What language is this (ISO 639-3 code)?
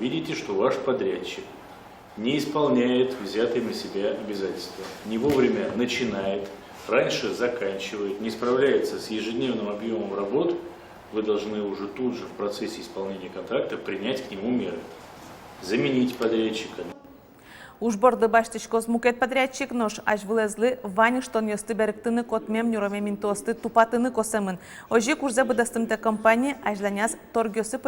udm